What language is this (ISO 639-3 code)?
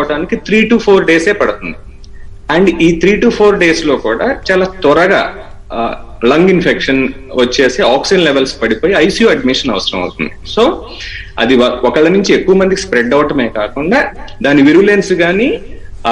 tel